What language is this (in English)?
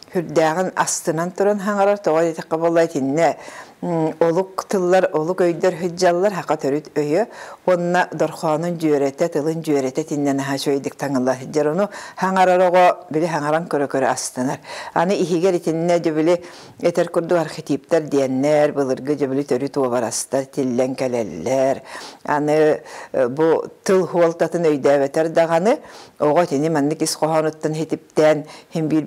Yakut